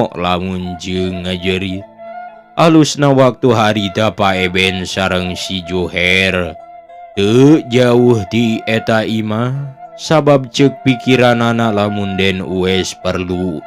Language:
Sundanese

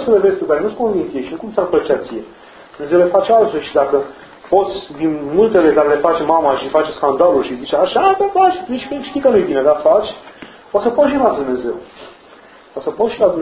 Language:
Romanian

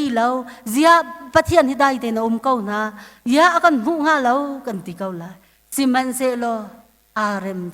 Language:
Hakha Chin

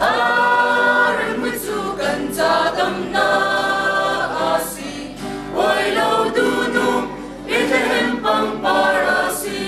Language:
Hakha Chin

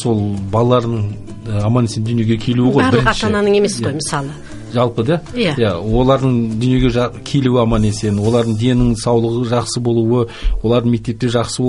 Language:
Kazakh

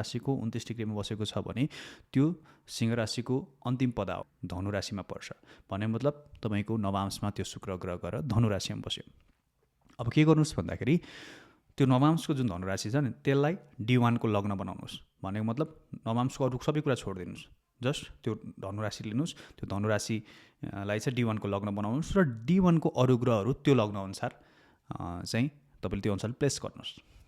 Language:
Nepali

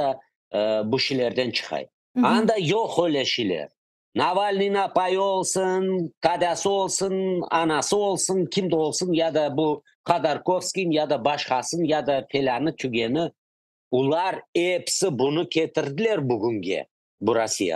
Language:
Crimean Tatar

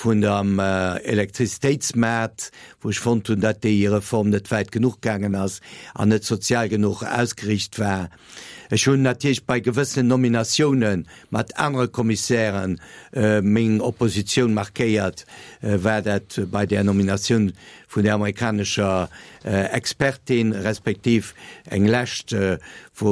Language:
Luxembourgish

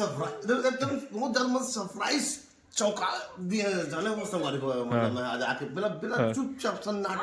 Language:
Chhattisgarhi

